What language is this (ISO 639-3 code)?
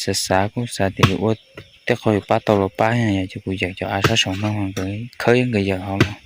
hmn